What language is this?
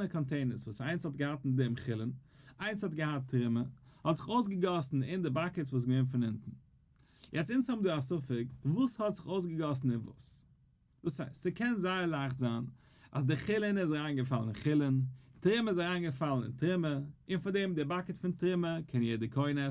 Yiddish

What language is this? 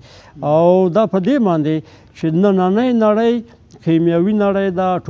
Pashto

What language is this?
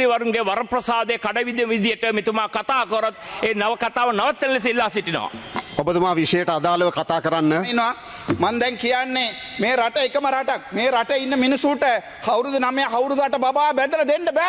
Sinhala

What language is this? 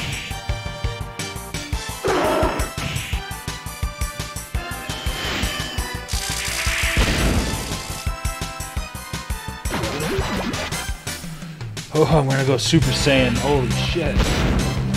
English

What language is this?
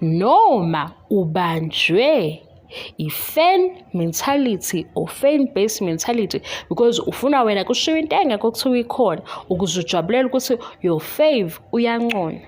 Zulu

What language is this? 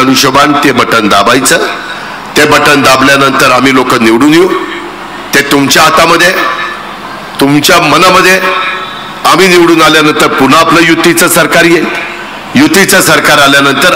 Marathi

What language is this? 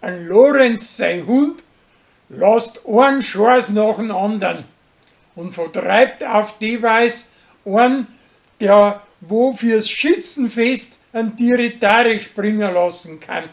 Bavarian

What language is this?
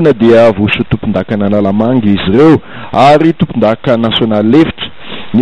Malagasy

